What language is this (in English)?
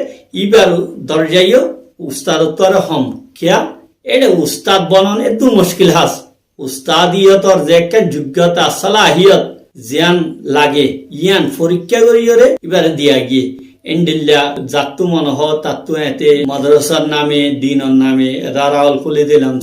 Rohingya